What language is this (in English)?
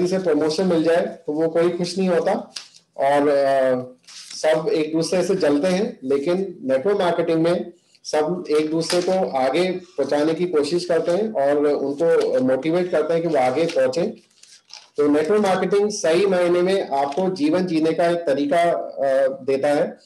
Hindi